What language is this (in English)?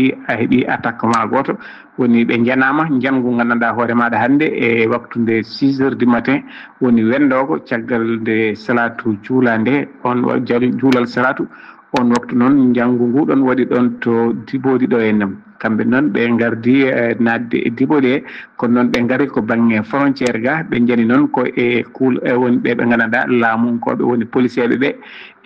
Fula